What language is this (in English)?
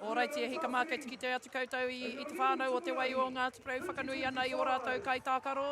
Māori